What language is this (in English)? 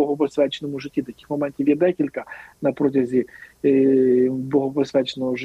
Ukrainian